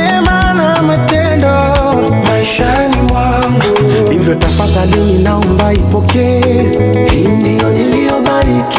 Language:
Swahili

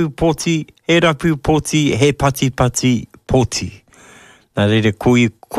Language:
Māori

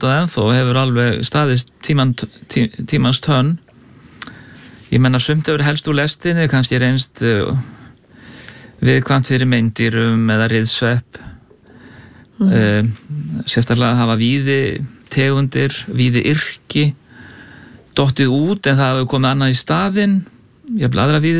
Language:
Icelandic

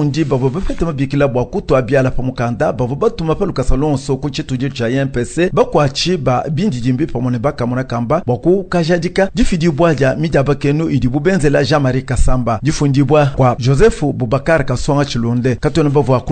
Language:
Luba-Lulua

